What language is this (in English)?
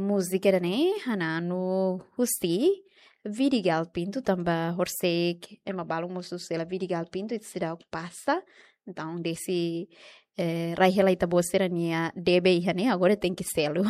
Tetum